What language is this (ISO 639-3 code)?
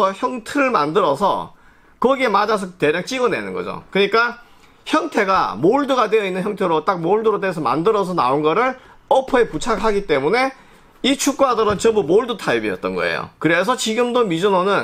kor